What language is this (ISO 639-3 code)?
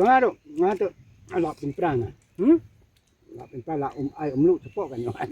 kha